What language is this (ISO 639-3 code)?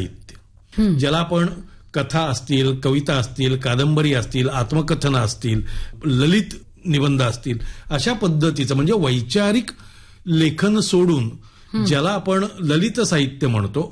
mar